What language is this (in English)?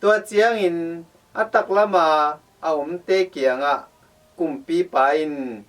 Tedim Chin